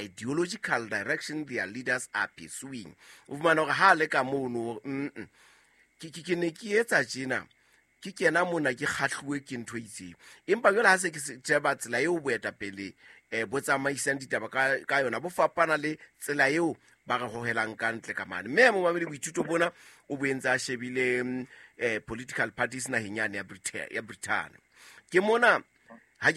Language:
Southern Sotho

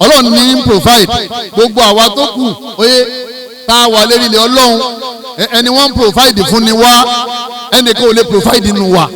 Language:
Yoruba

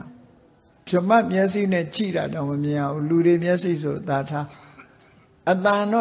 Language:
Burmese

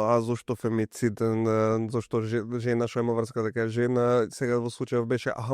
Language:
Macedonian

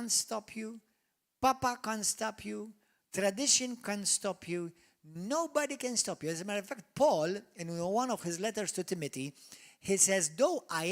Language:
English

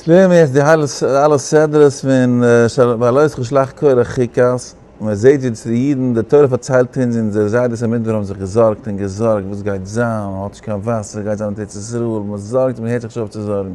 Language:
Yiddish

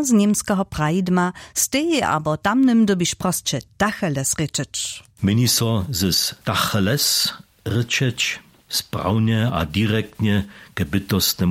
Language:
Upper Sorbian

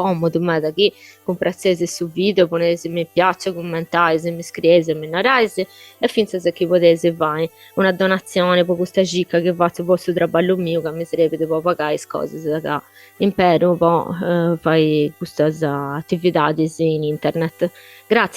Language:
Sardinian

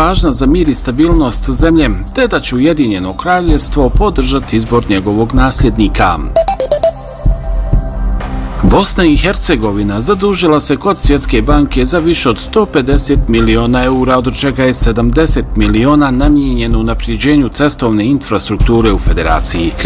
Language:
Bosnian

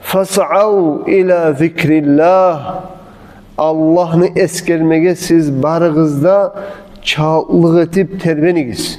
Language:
Kumyk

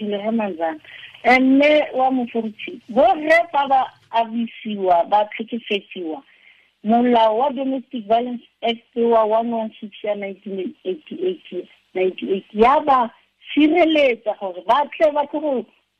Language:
Tswana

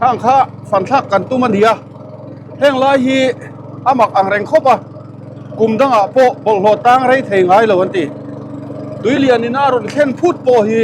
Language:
Mizo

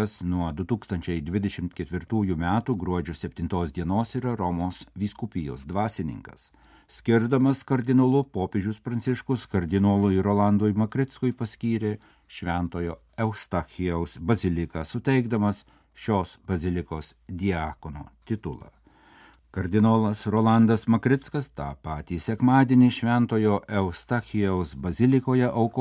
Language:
Lithuanian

